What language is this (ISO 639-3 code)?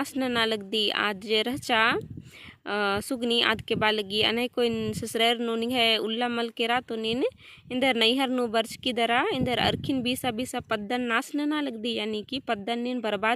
kru